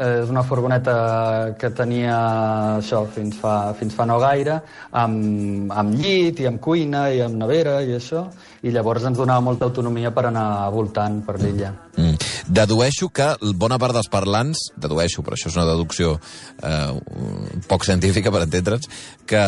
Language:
Catalan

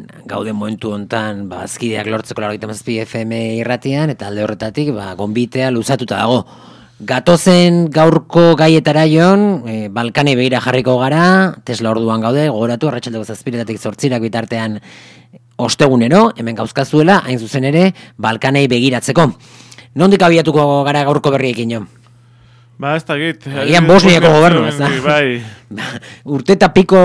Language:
Basque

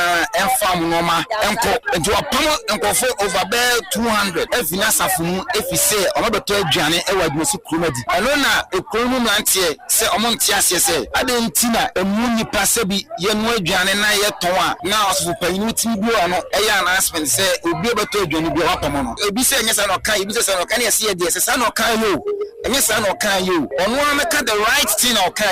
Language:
Akan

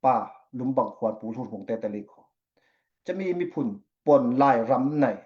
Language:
Falam Chin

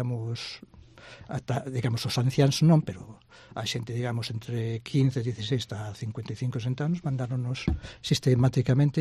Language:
Galician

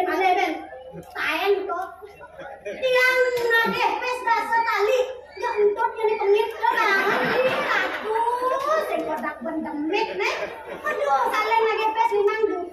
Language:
Balinese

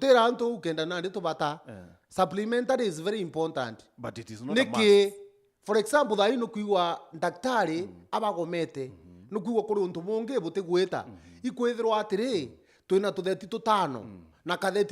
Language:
Meru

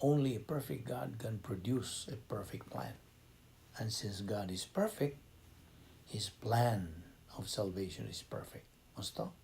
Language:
Cebuano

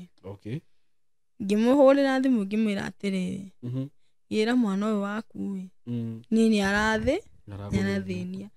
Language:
Kikuyu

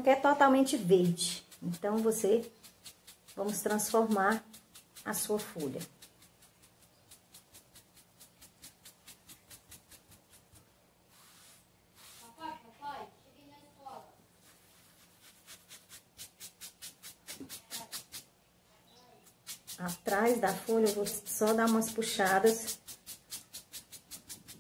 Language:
Portuguese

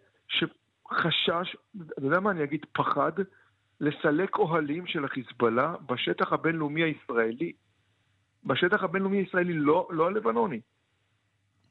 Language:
Hebrew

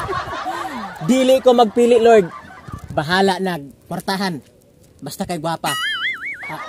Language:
Cebuano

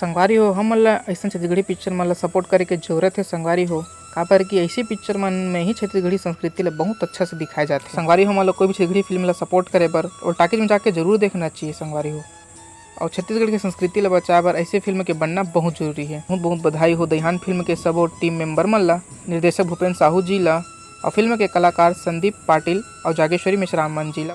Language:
Chhattisgarhi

